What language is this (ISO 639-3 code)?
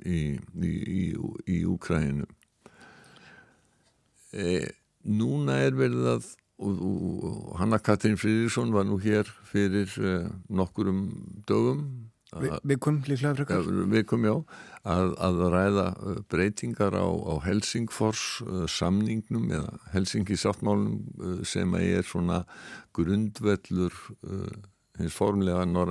isl